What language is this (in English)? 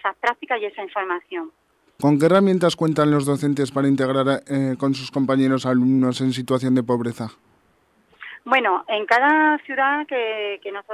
Spanish